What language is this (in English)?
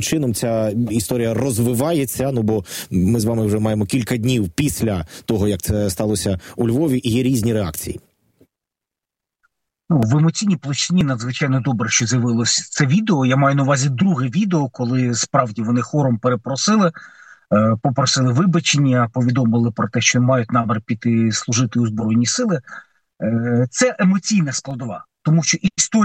Ukrainian